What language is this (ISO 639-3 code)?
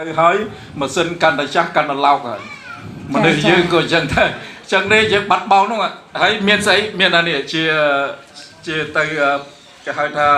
khm